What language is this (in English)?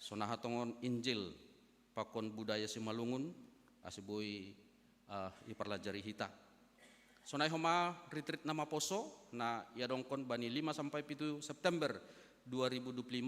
Batak Simalungun